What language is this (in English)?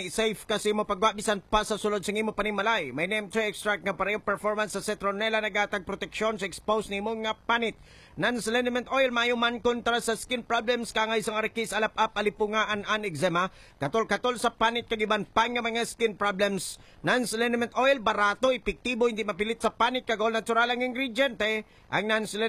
Hiligaynon